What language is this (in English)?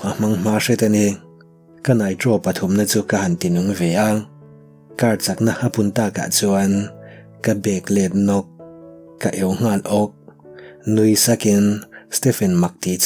Mizo